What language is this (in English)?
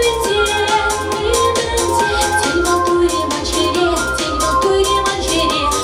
Chuvash